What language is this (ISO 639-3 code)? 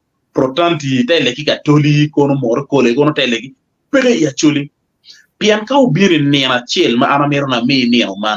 ach